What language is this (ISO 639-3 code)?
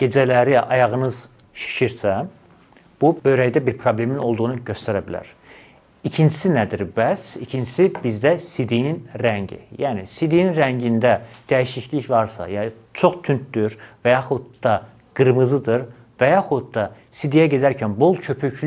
aze